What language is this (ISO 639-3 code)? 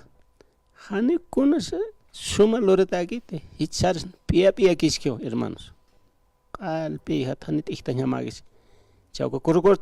aym